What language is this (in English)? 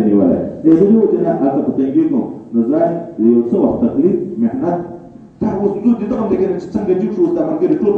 Pashto